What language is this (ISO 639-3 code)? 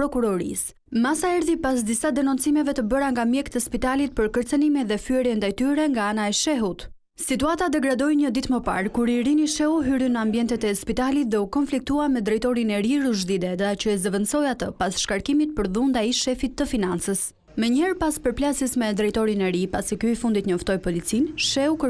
sqi